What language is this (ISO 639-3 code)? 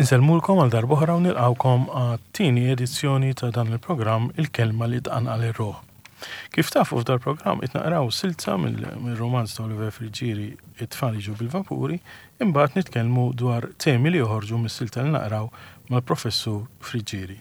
mlt